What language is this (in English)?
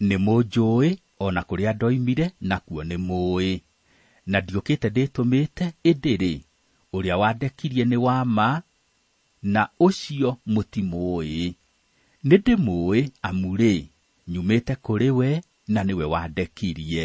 Kikuyu